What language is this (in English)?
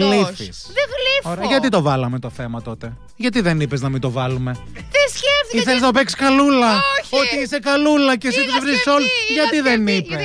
Greek